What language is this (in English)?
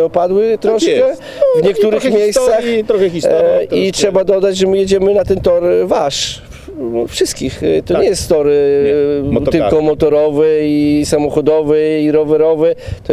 Polish